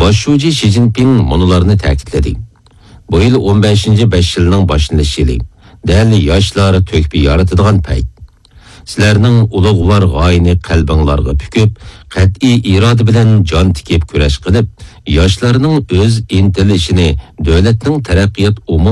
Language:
Uyghur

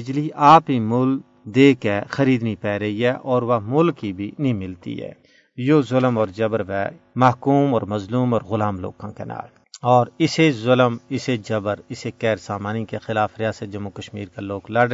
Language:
Gujari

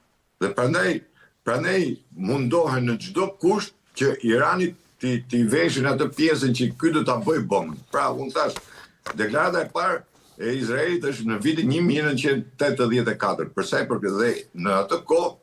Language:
Albanian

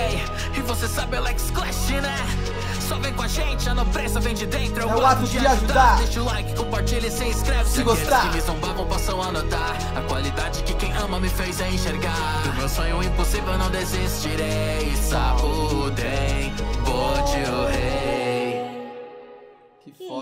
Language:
Portuguese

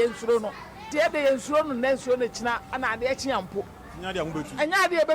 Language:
Akan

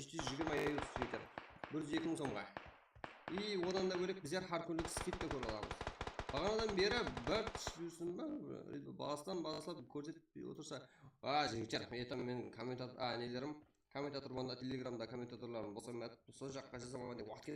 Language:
Kara-Kalpak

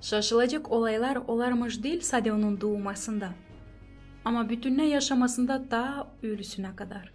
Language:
Gagauz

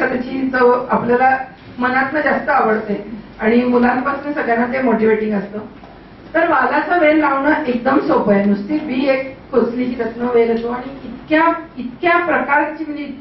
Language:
Marathi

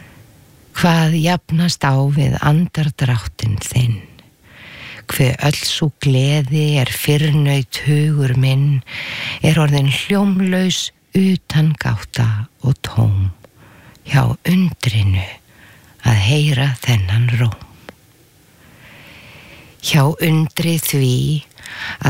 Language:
Icelandic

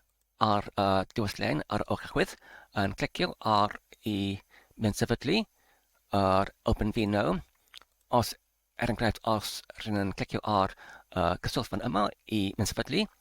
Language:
Welsh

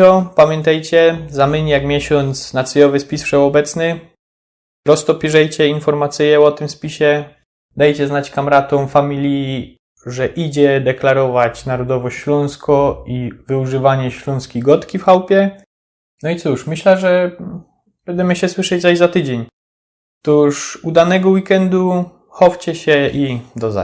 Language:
Silesian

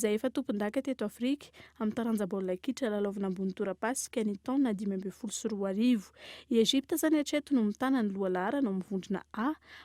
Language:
Malagasy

